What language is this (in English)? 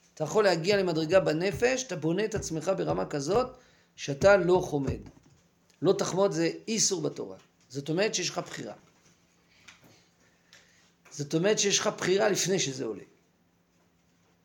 Hebrew